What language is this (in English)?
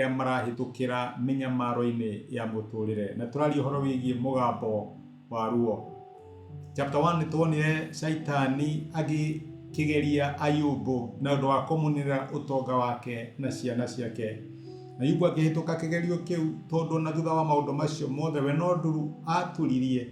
Kikuyu